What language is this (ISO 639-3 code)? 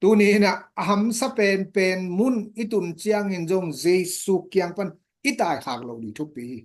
ctd